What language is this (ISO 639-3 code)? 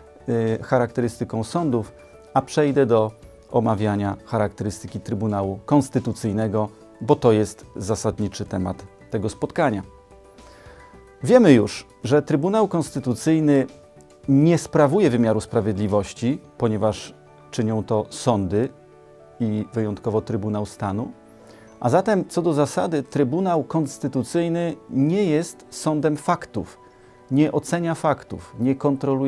pol